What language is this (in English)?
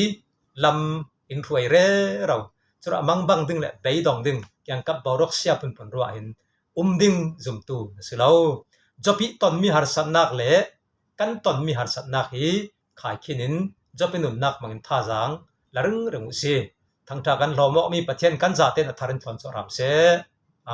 Falam Chin